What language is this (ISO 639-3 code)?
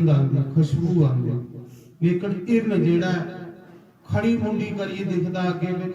doi